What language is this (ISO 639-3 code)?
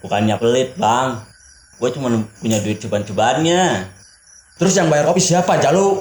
bew